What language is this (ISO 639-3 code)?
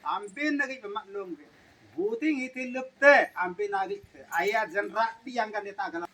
sat